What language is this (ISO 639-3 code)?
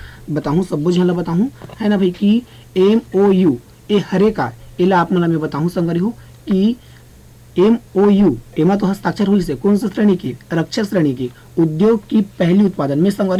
hne